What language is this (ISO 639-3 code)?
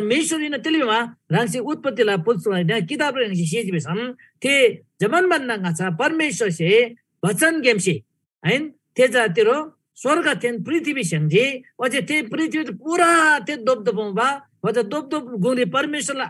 taj